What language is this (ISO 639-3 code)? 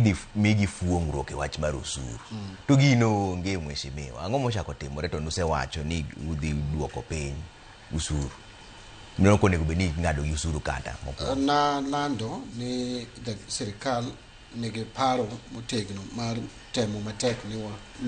luo